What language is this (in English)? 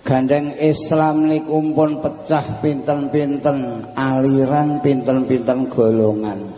Javanese